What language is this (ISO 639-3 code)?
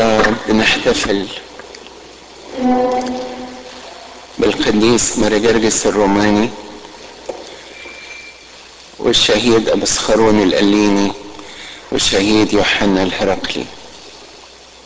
arz